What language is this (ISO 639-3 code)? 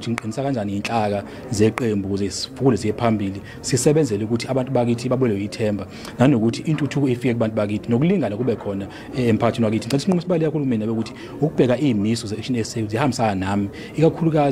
zul